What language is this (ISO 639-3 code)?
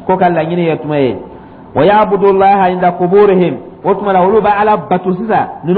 dyu